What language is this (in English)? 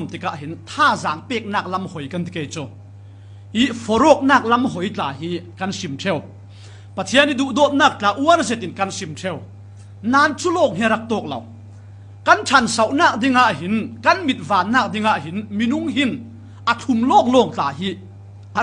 Falam Chin